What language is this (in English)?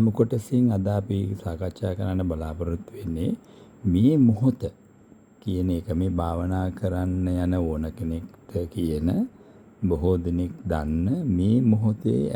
Sinhala